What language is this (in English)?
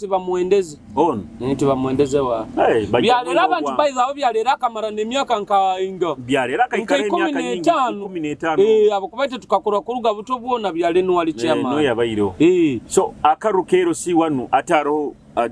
Nyoro